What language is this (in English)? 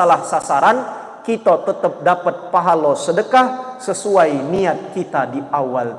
Musi